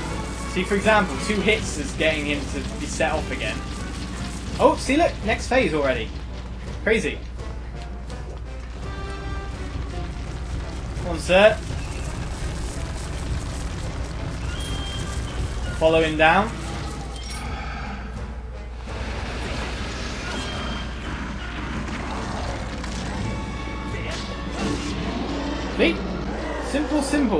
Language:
English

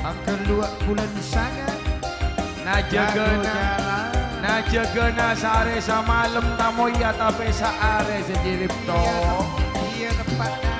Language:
Madurese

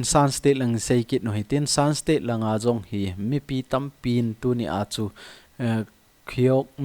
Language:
Thado Chin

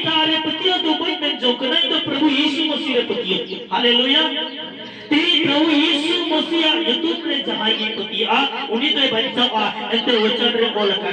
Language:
Santali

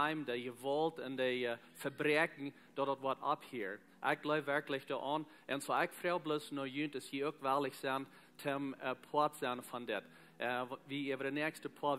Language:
Plautdietsch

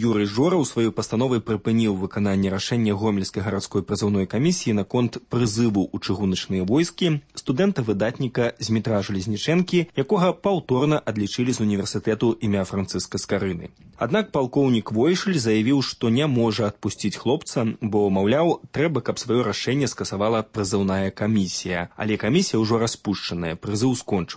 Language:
Belarusian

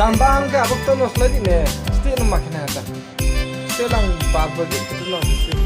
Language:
Riang (India)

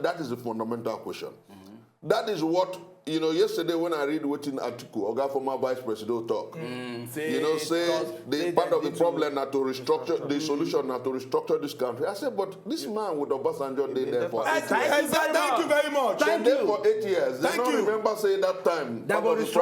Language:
Nigerian Pidgin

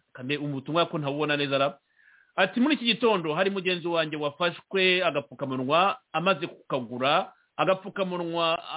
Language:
Kinyarwanda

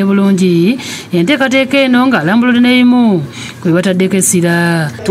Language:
Ganda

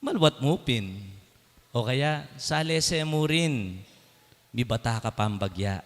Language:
Pampanga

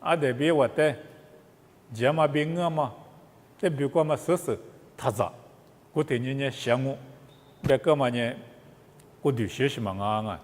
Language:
Lisu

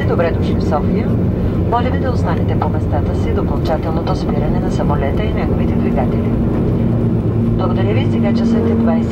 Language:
Bulgarian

